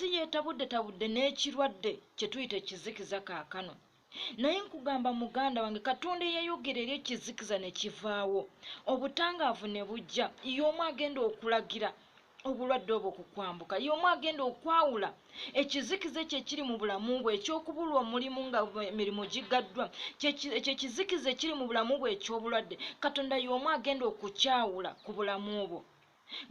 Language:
Ganda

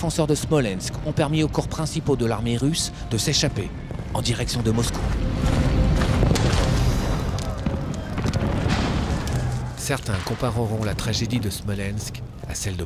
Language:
French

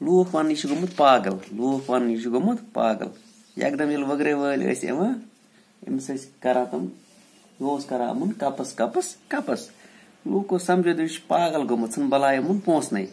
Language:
Kashmiri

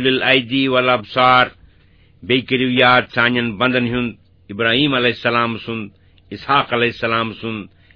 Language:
Kashmiri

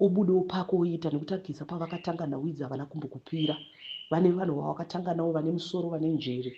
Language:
Shona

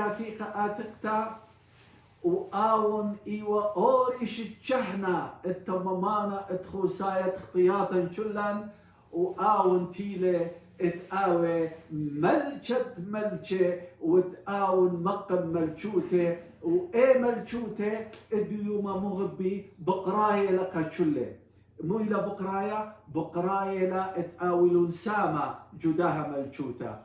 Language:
Assyrian Neo-Aramaic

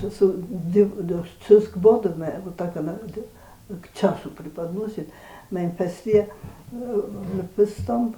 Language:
Ossetic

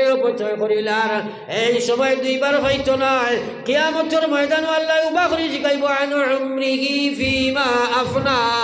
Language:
Sylheti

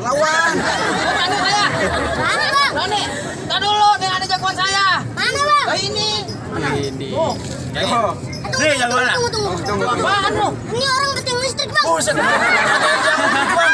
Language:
Betawi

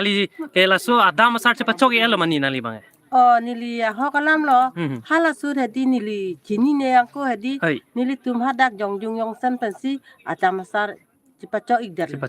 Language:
Karbi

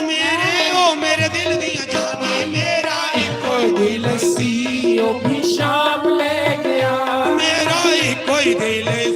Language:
Dogri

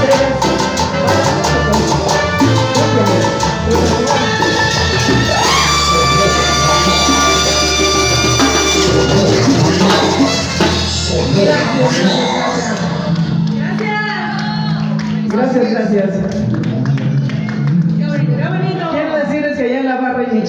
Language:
Spanish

